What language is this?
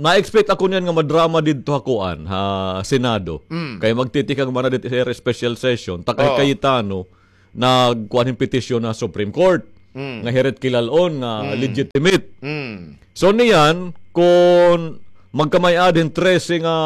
Waray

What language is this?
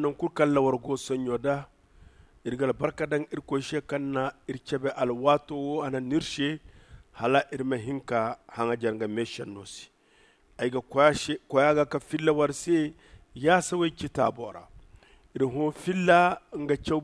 Zarma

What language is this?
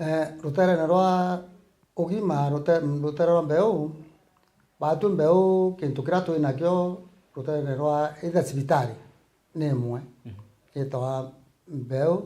Meru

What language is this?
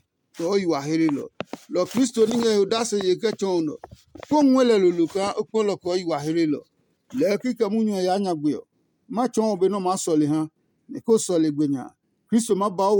Adangme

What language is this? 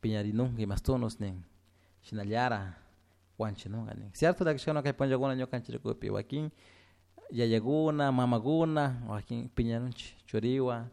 Chimborazo Highland Quichua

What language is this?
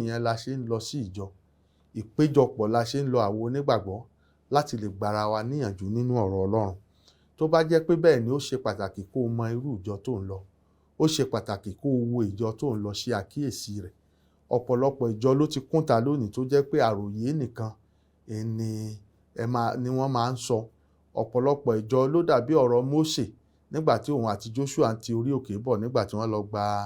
Yoruba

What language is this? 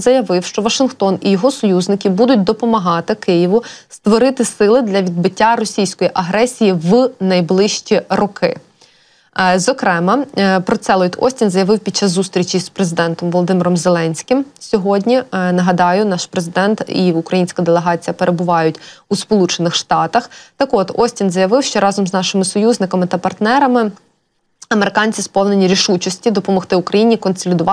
Ukrainian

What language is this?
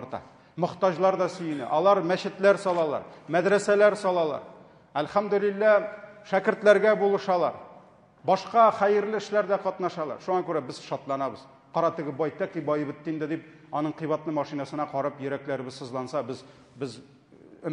Tatar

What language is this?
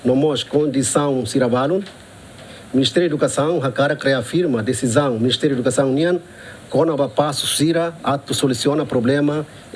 Tetum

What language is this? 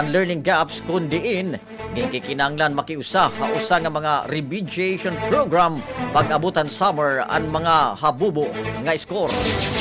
Waray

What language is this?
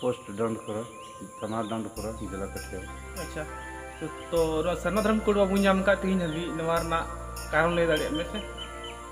Santali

